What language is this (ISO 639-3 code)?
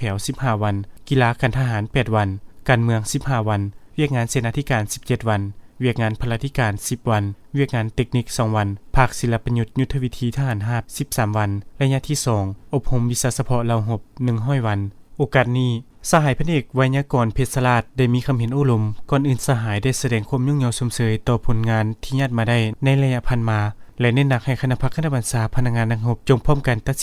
lao